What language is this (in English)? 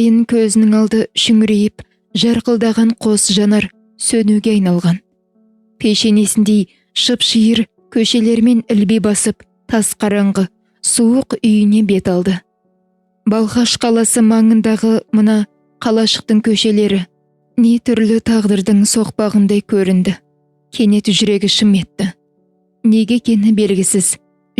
Kazakh